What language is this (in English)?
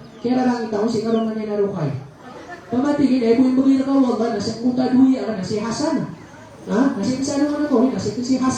Maranao